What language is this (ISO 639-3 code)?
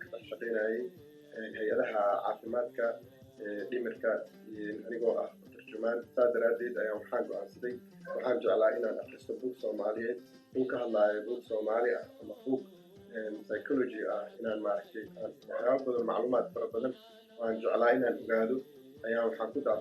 som